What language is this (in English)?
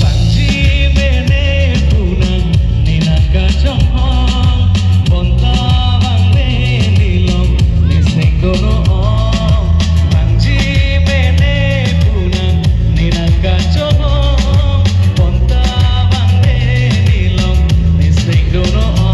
Karbi